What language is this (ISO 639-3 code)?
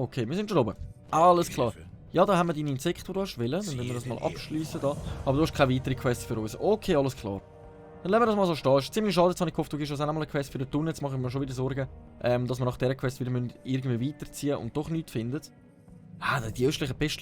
gsw